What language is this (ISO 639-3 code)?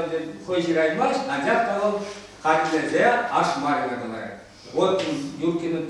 chv